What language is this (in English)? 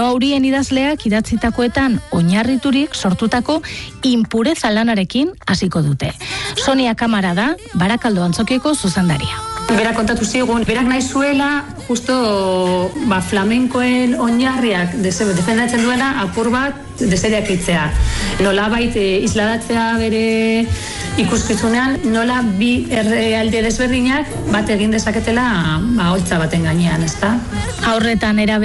Basque